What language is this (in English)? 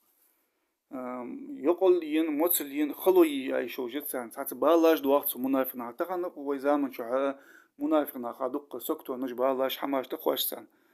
Ingush